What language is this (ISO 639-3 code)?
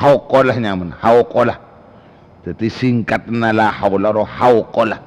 mad